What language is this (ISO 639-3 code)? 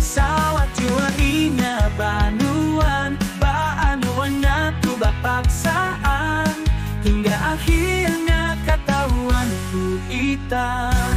bjn